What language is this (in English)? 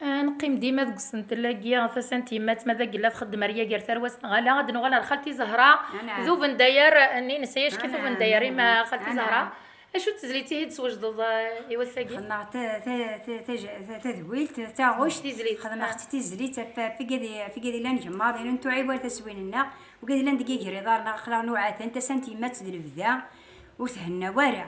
Kabyle